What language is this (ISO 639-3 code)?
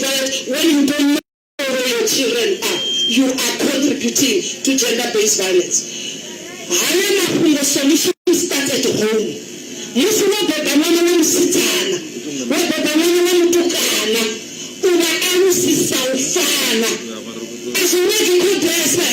ven